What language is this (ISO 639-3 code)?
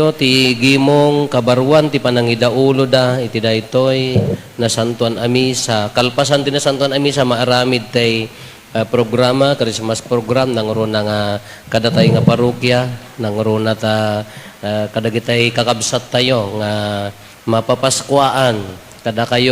ilo